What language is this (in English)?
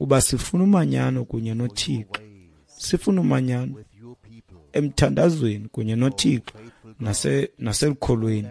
Xhosa